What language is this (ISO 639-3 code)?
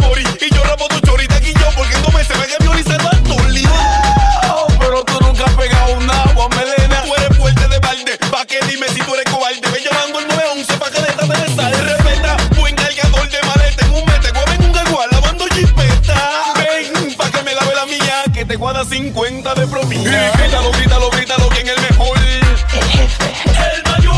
spa